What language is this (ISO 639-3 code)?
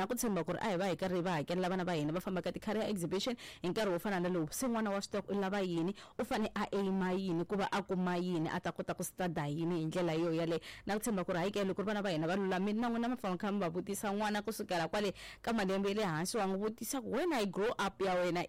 tso